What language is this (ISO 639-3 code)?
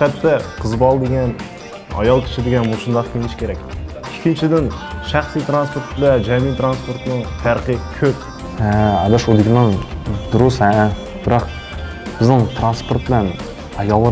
uig